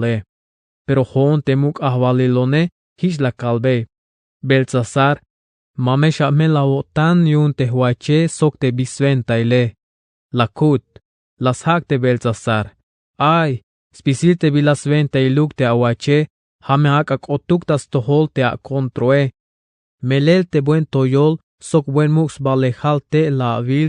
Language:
Tzeltal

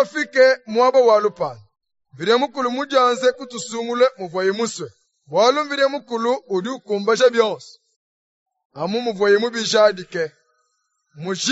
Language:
Luba-Lulua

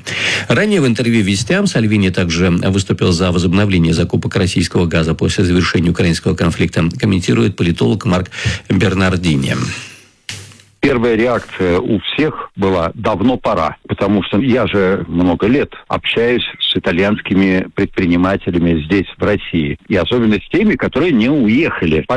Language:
Russian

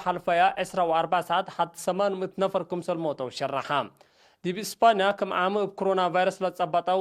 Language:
Tigre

